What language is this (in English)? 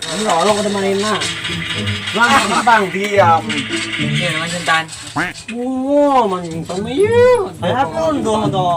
Banjar